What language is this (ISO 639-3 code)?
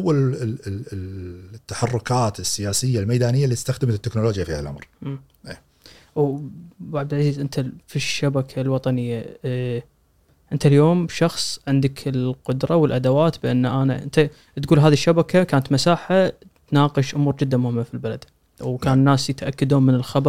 afb